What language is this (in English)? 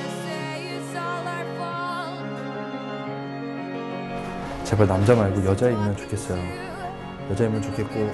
Korean